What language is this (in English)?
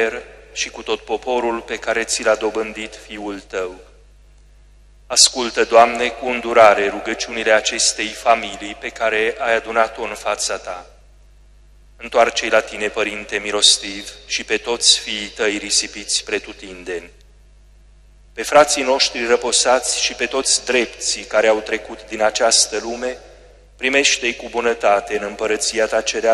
Romanian